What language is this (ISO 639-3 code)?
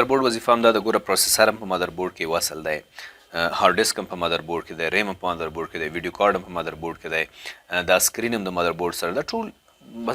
pus